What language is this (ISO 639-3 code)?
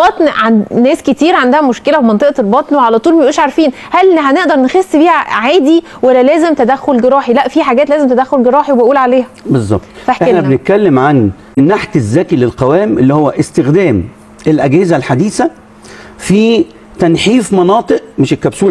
arz